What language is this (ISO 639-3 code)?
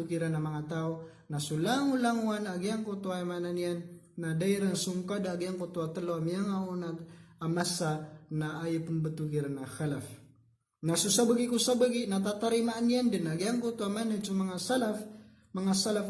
mrw